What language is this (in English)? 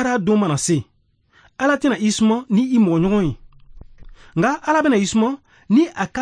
Bambara